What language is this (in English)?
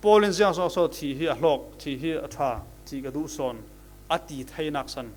Falam Chin